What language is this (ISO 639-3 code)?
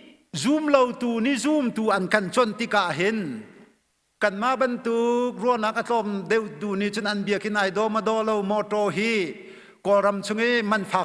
cnh